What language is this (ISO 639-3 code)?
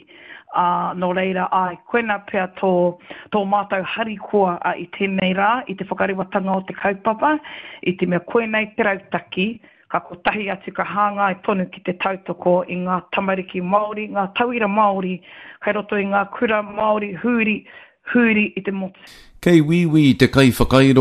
mri